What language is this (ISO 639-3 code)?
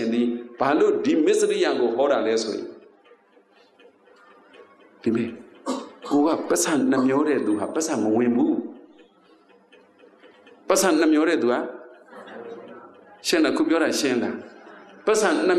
mya